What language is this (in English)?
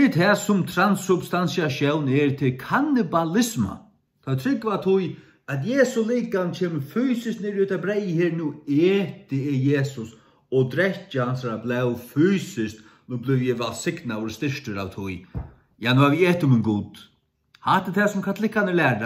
Faroese